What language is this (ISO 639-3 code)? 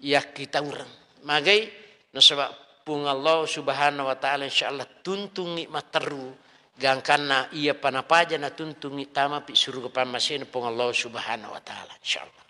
bug